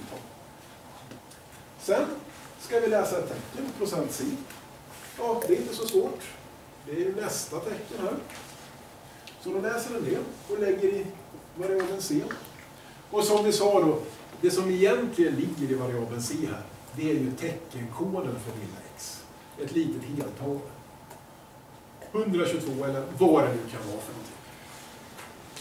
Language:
Swedish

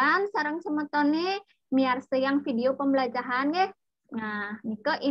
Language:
Balinese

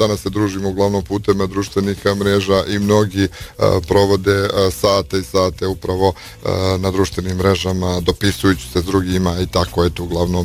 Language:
Bosnian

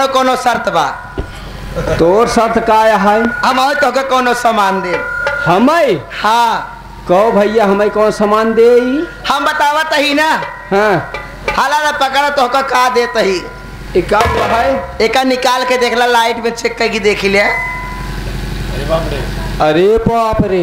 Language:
Bhojpuri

